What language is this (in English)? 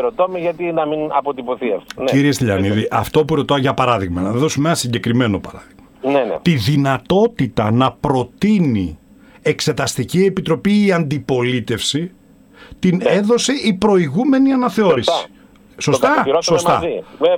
Greek